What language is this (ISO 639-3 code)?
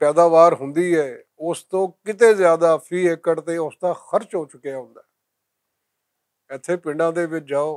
lah